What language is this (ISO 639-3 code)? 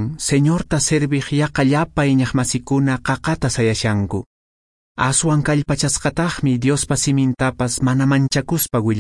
que